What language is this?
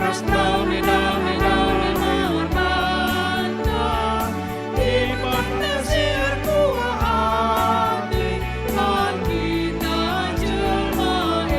Batak Karo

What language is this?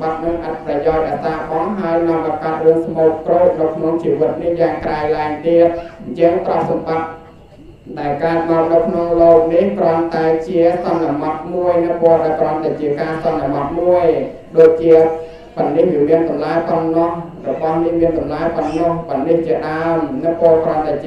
Khmer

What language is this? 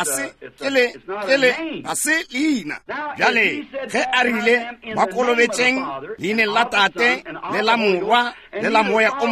Northern Sotho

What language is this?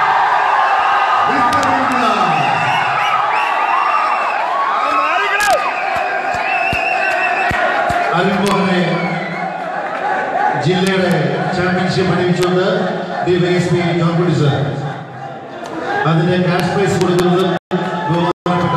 Malayalam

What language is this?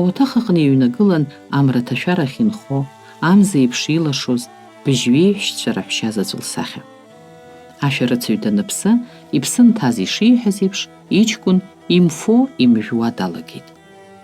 Abkhazian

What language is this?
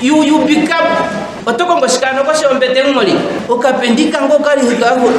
Ndonga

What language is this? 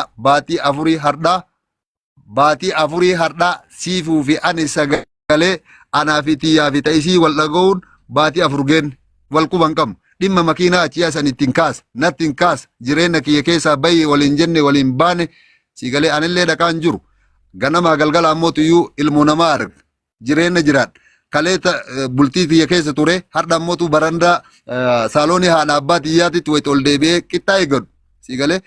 Oromo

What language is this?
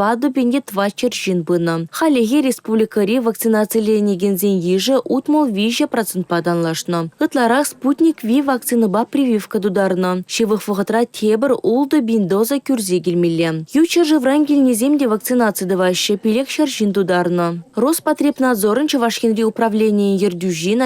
Chuvash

